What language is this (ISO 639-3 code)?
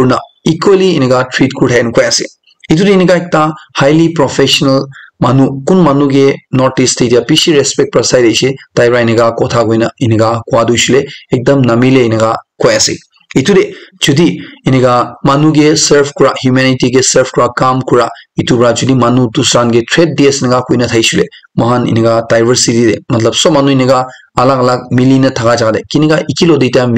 nag